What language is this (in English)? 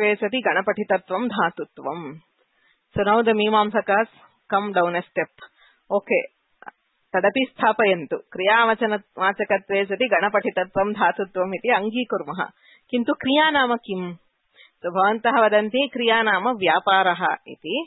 Sanskrit